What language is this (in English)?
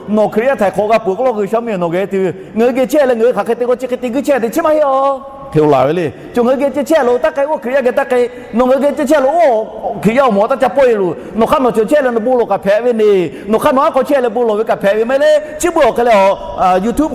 Lahu